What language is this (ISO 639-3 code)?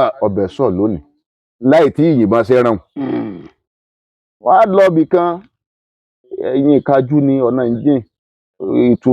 yor